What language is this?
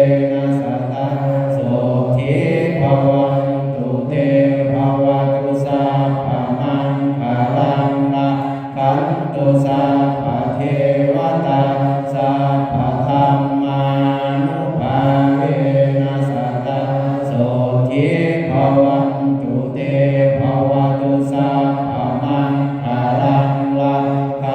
Pali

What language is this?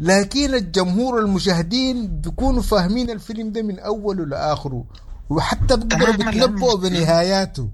Sudanese Arabic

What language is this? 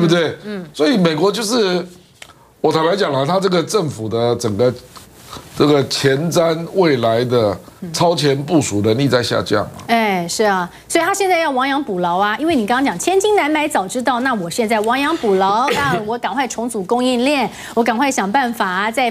Chinese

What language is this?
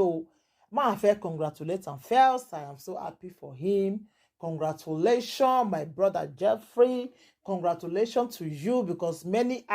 Nigerian Pidgin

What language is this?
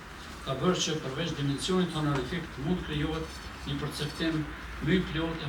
Albanian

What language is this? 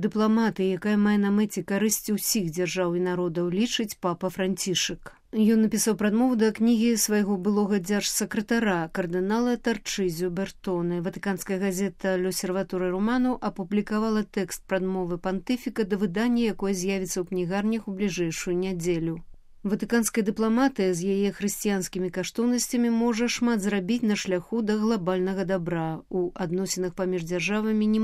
Belarusian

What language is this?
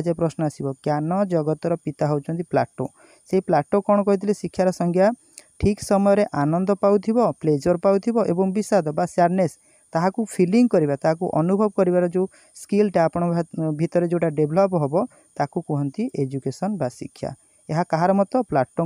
Odia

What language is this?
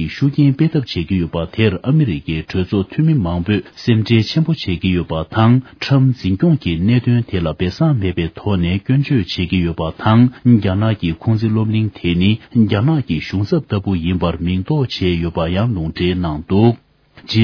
Tibetan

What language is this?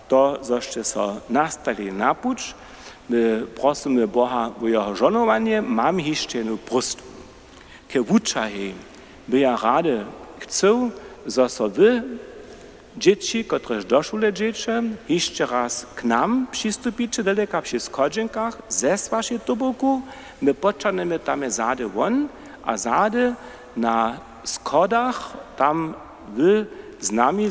Upper Sorbian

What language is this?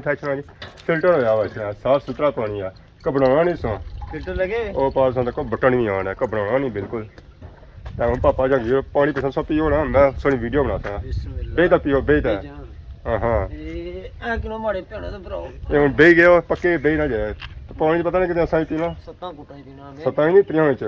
Pahari-Potwari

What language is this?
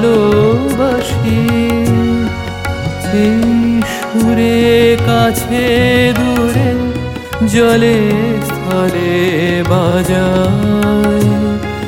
Bangla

